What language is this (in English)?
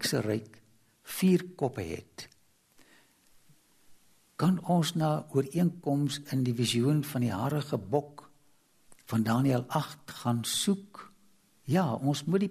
Afrikaans